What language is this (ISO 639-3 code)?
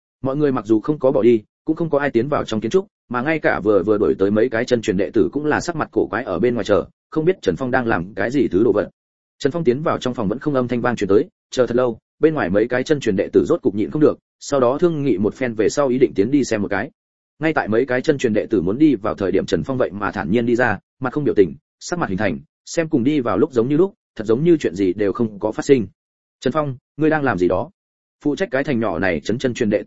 vie